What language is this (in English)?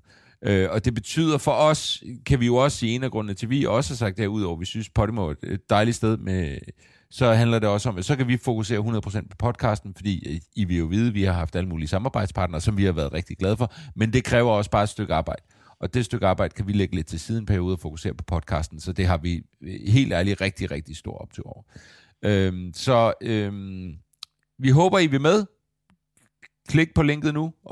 Danish